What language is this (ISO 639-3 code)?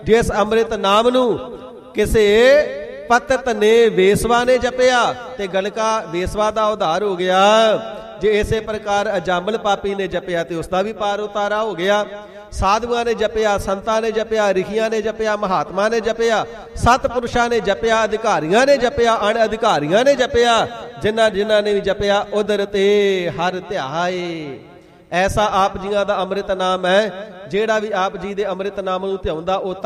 pan